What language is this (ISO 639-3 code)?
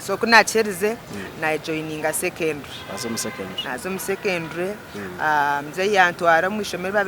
nyn